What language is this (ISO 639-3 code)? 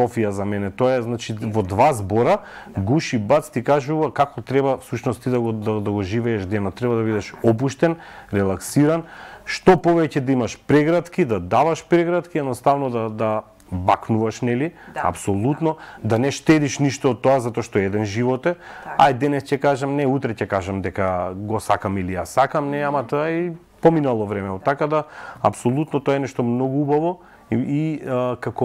mkd